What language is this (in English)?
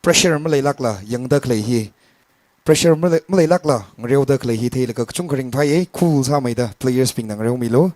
Tangkhul Naga (India)